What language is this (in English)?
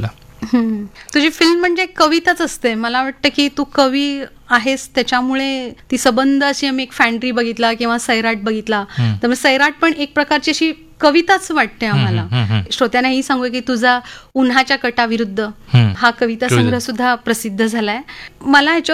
Marathi